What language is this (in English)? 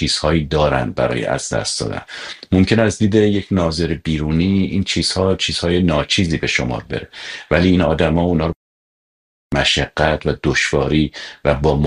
Persian